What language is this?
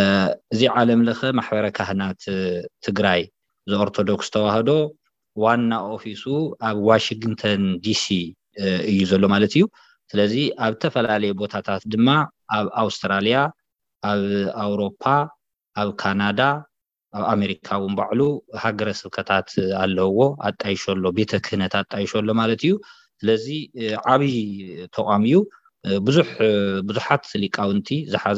Tigrinya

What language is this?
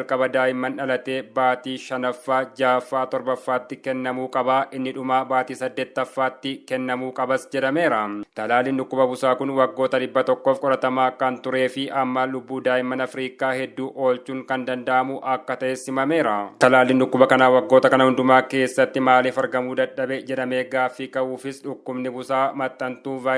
Oromo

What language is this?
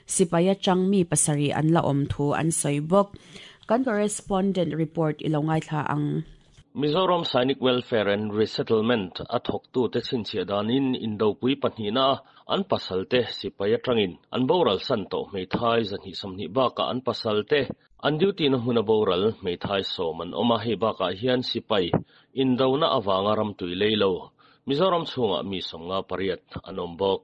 Mizo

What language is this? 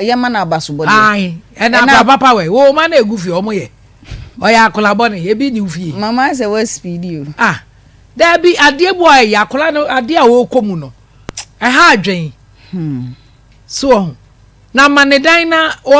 Akan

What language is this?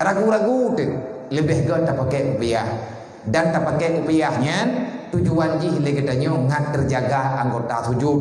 Achinese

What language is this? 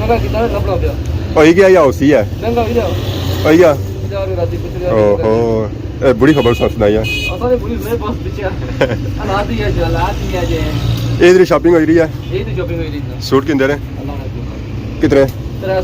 Pahari-Potwari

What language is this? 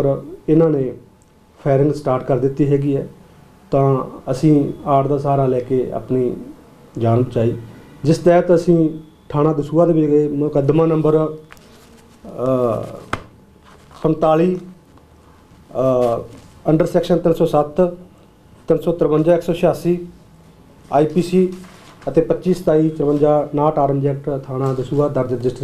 Punjabi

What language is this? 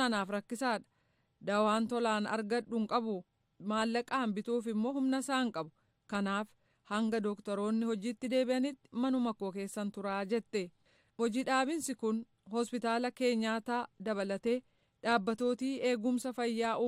Oromo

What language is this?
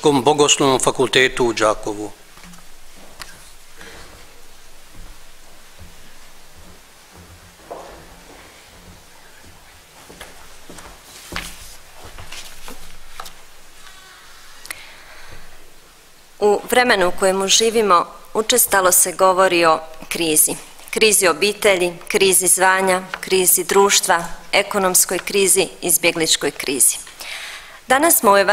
Croatian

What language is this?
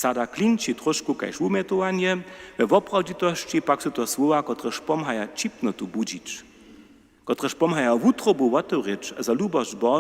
Upper Sorbian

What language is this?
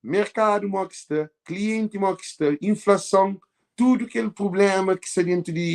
Kabuverdianu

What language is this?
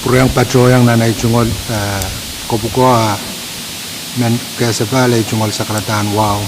Pohnpeian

